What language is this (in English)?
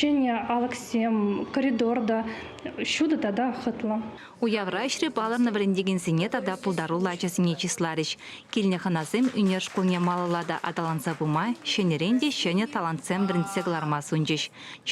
Chuvash